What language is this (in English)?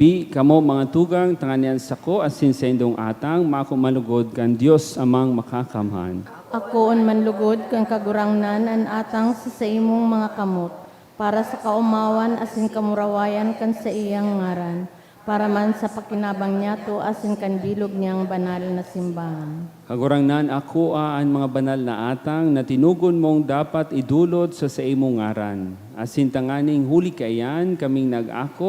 Bikol